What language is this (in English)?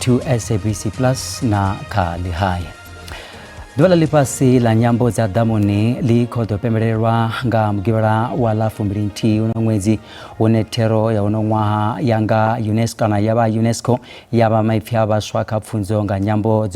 Venda